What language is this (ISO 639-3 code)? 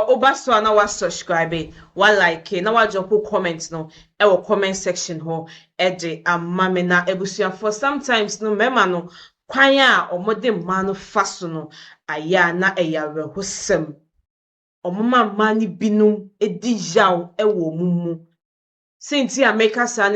aka